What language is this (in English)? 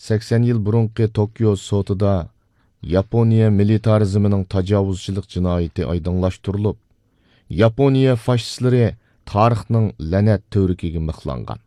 Uyghur